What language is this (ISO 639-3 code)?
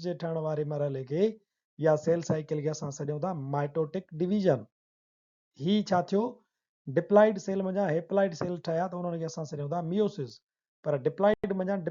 snd